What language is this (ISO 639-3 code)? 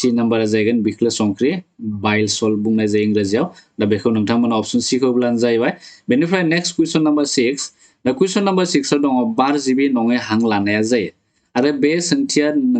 brx